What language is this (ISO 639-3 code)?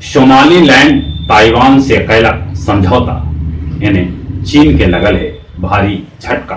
mag